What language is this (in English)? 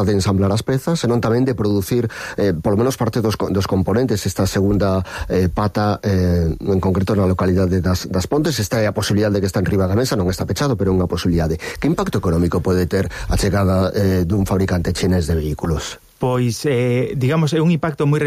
Galician